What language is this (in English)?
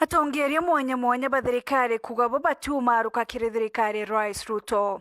Meru